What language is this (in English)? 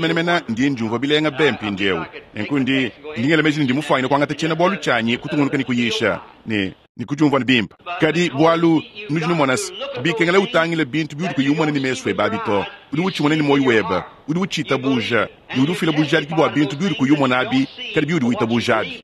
Luba-Lulua